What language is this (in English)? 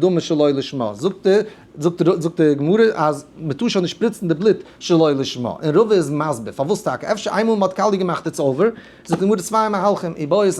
Yiddish